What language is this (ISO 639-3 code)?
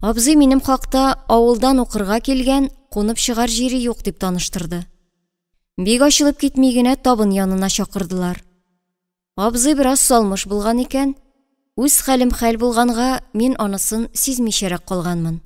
tat